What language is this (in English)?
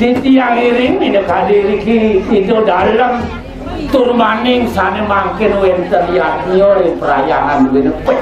Balinese